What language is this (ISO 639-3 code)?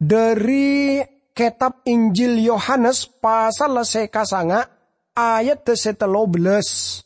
mad